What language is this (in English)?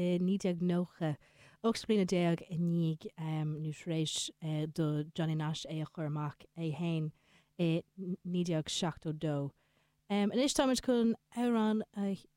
Irish